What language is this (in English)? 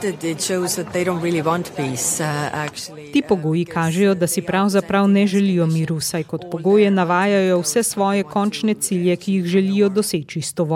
Slovenian